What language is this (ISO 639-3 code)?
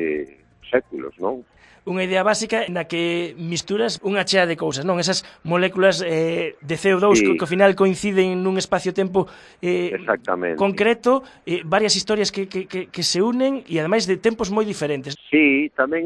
glg